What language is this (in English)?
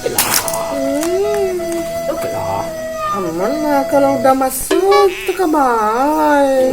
Minangkabau